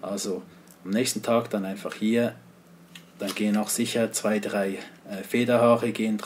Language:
German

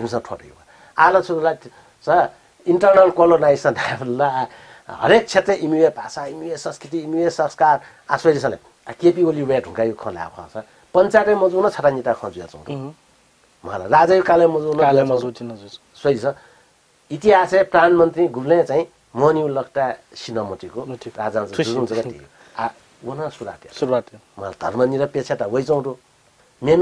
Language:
Newari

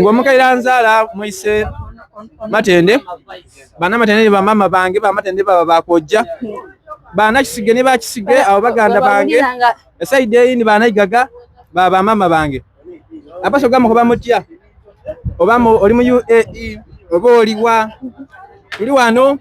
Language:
Soga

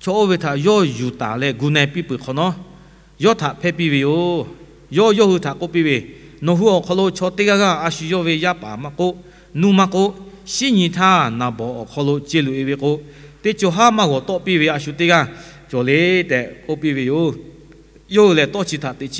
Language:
Lahu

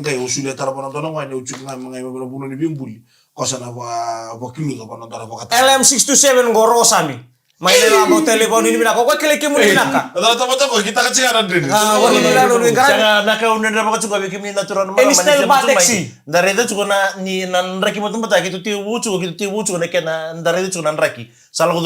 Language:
Fijian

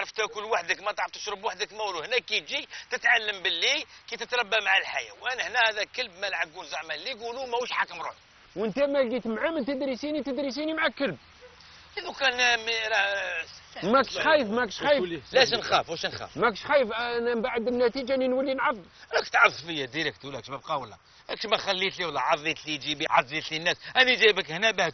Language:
Algerian Arabic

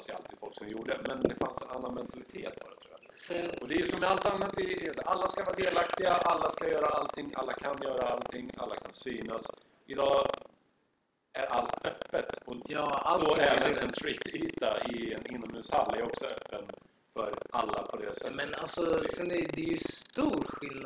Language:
Swedish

